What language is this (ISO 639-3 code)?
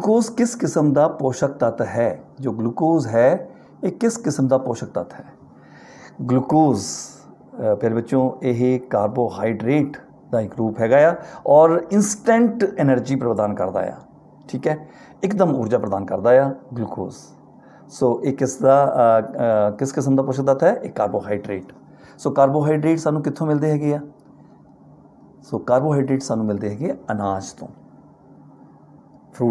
pan